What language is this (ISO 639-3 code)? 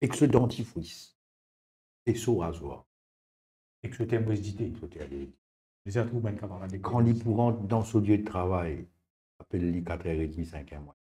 mfe